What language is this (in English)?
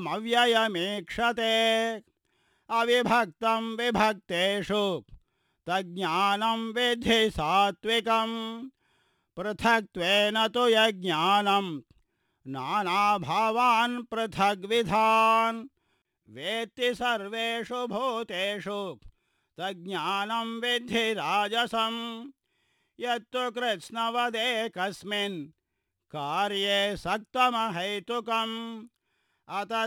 Sanskrit